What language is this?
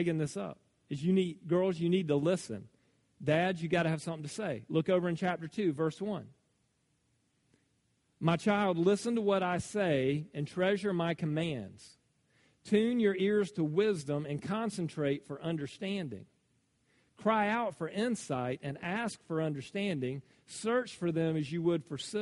English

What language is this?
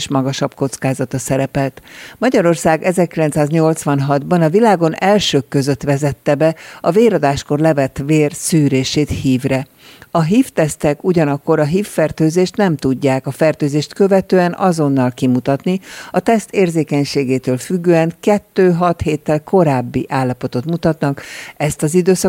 Hungarian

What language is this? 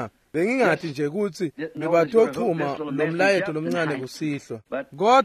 Swati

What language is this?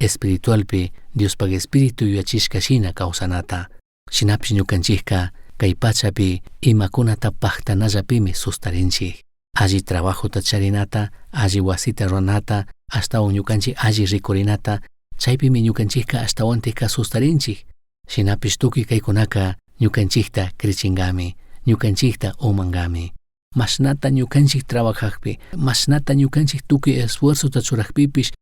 Chimborazo Highland Quichua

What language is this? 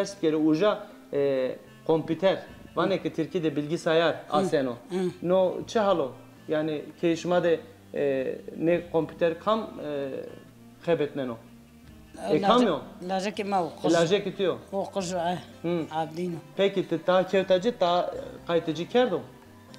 Zaza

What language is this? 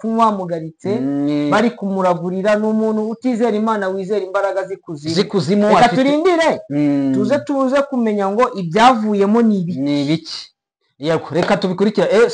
Kinyarwanda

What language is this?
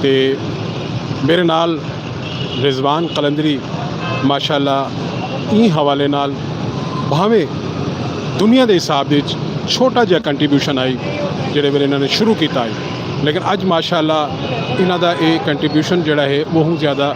Saraiki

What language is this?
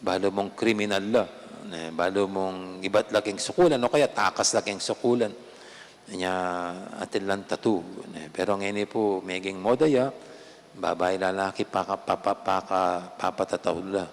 Pampanga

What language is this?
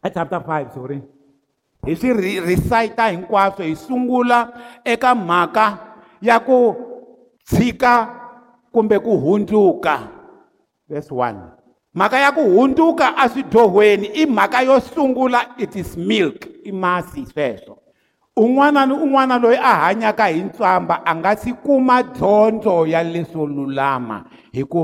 Tsonga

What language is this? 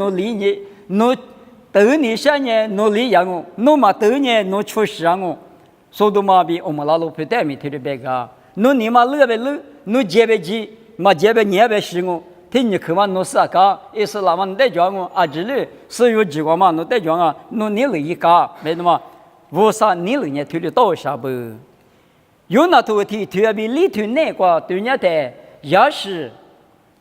Lisu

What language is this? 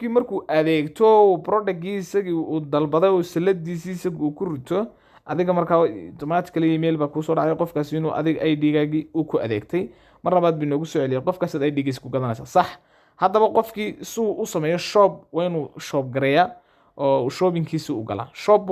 Somali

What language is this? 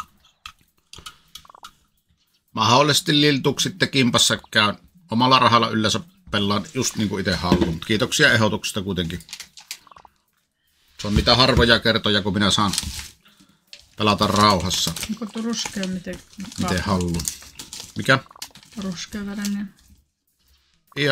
Finnish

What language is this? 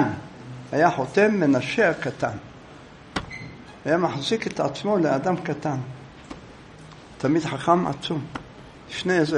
Hebrew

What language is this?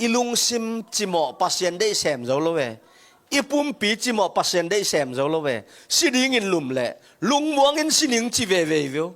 Tedim Chin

